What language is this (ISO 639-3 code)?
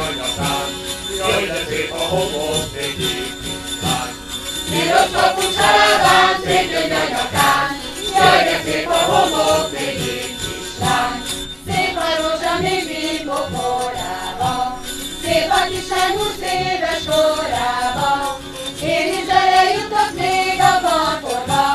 hun